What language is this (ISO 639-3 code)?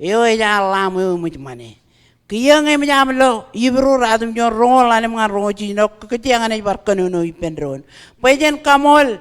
mah